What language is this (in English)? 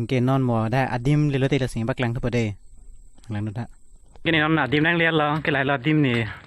Karbi